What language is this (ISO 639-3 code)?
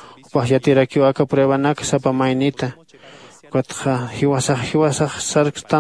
aym